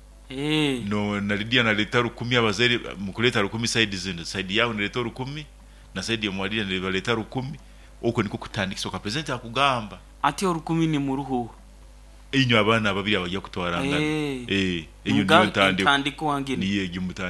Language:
Nyoro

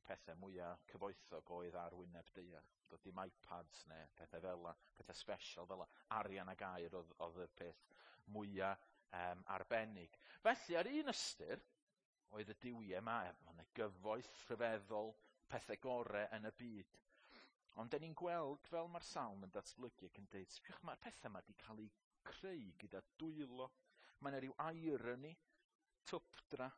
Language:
Welsh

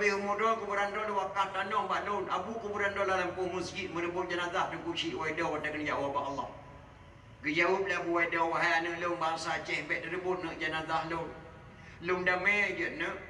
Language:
Achinese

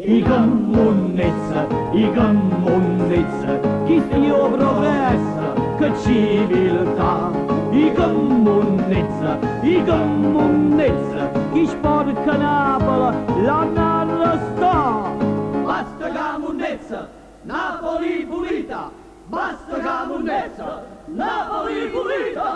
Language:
Neapolitan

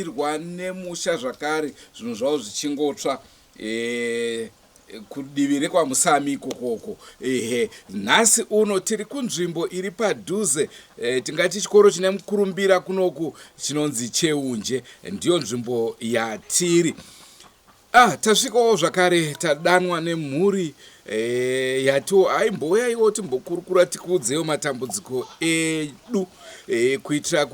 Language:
Shona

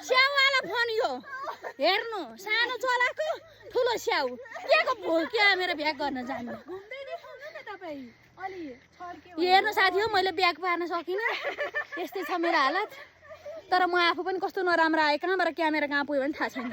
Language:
Nepali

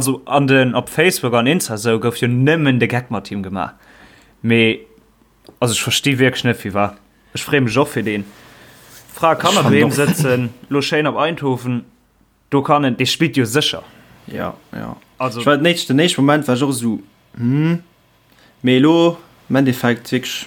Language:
Luxembourgish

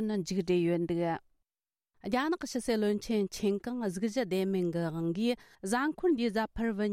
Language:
Tibetan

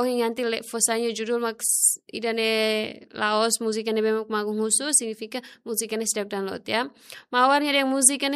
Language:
Tetum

